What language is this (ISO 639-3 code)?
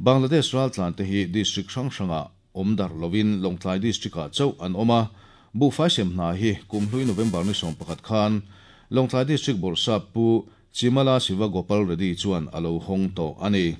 lus